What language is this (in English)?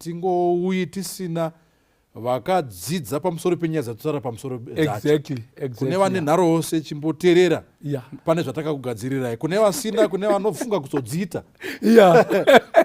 Shona